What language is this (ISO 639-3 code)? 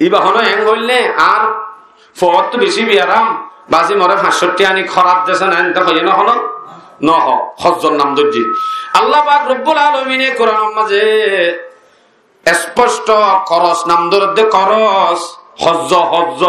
rhg